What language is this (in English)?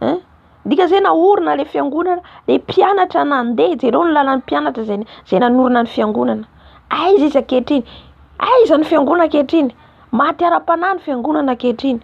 Malagasy